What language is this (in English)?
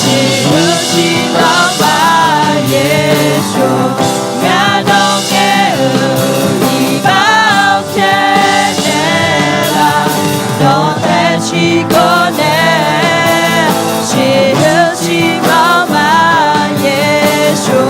Akha